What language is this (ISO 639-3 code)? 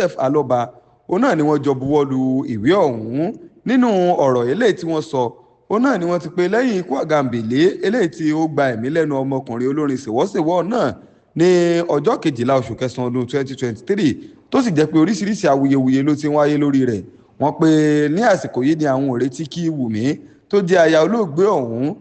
yor